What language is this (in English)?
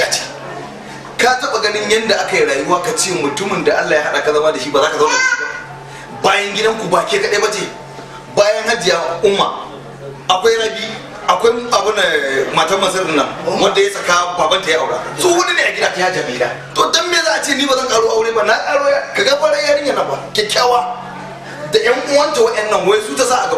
Hausa